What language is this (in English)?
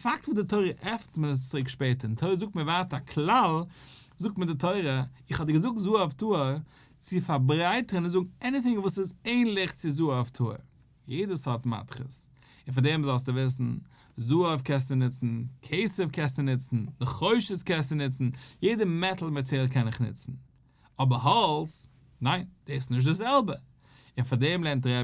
Yiddish